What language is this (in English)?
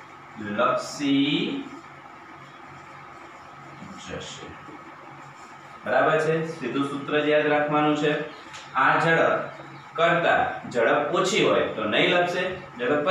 Gujarati